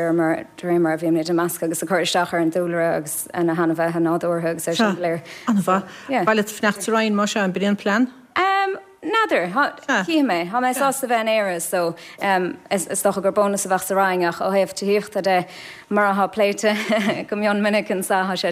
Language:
Irish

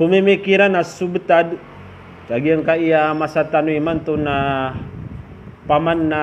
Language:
Maranao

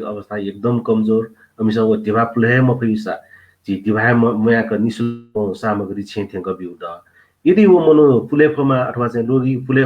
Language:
Newari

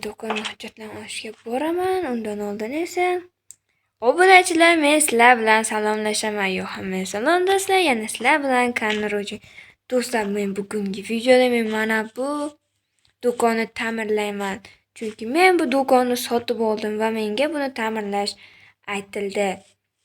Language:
Uzbek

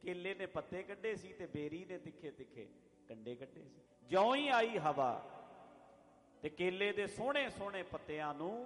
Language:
Punjabi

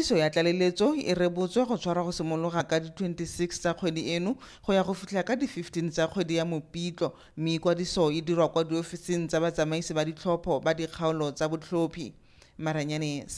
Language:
Tswana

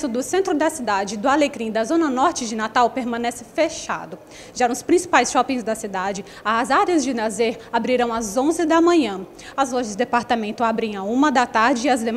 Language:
Portuguese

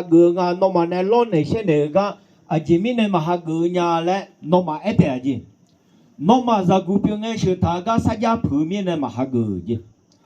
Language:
Akha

